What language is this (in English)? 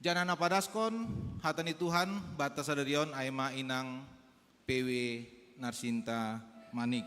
Batak Simalungun